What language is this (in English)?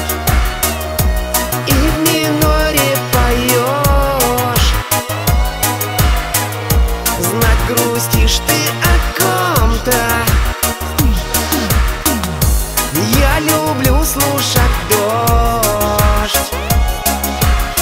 Russian